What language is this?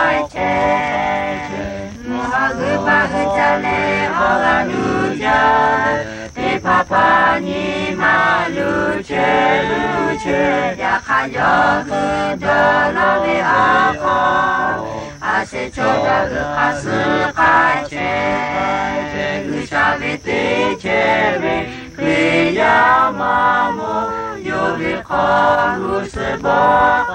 Lahu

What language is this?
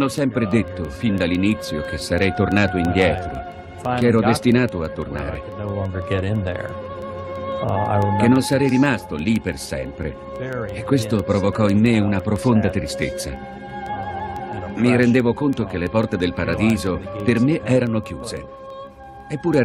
Italian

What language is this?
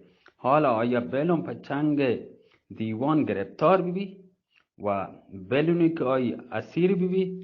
Eastern Balochi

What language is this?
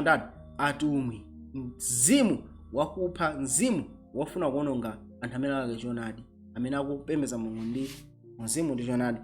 Nyanja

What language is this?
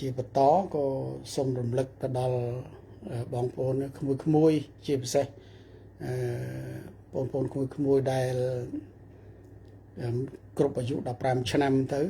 Khmer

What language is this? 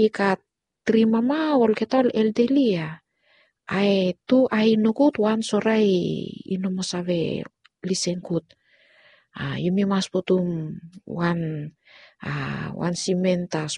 Bislama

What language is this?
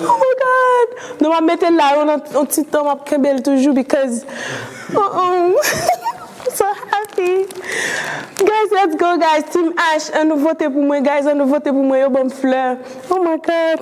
Haitian Creole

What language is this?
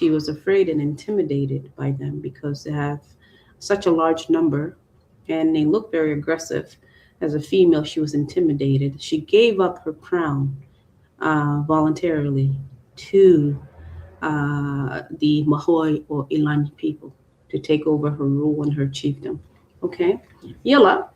Acoli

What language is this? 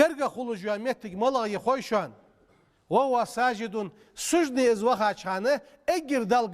Ingush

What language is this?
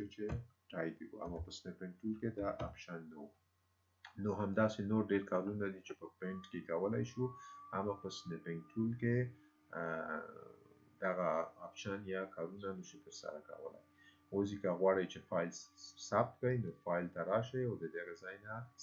Pashto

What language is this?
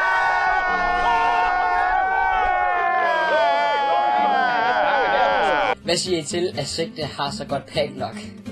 Danish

